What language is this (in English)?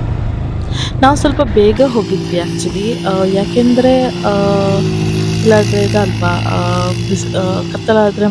Kannada